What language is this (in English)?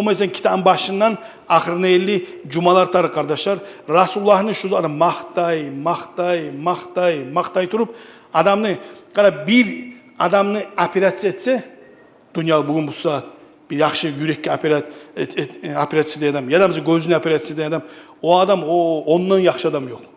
Kumyk